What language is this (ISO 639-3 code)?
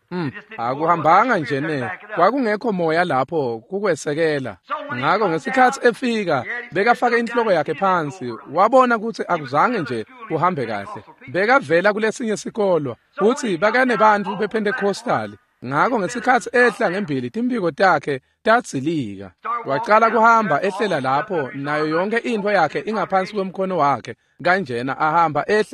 ssw